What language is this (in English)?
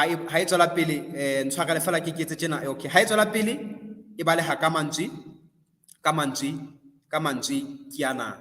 Southern Sotho